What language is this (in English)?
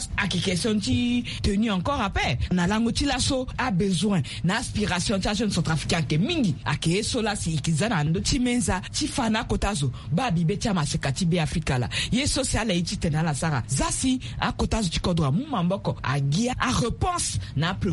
Sango